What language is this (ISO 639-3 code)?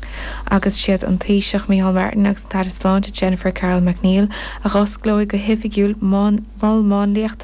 gle